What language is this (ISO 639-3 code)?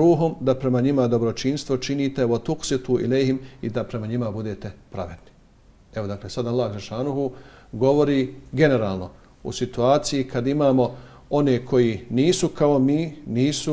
bos